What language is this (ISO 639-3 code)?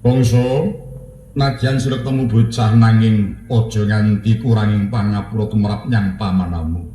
jav